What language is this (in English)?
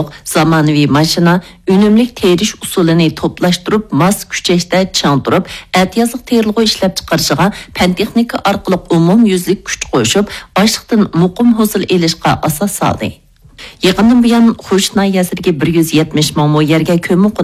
Uyghur